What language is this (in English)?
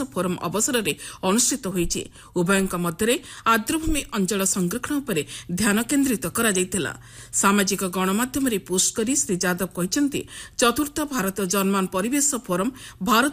Odia